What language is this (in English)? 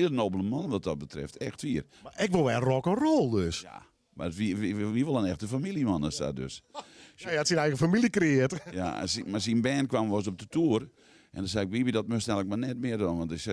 Western Frisian